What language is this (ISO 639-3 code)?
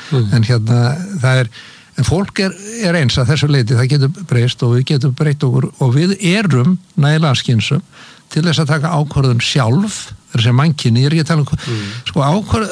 isl